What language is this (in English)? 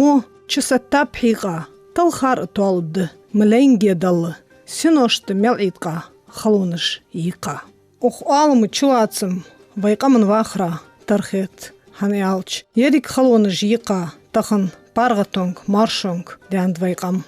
Ingush